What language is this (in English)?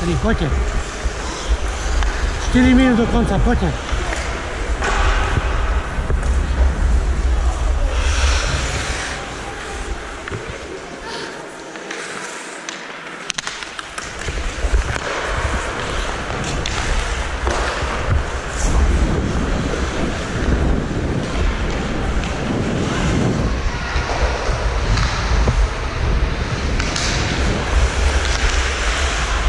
Slovak